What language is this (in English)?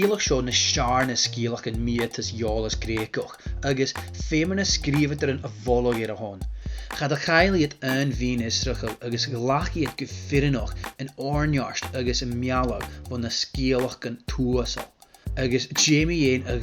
Scottish Gaelic